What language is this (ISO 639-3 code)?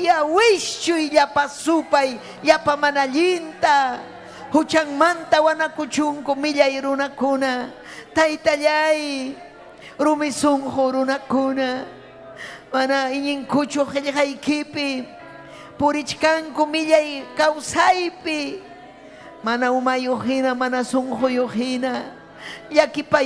quy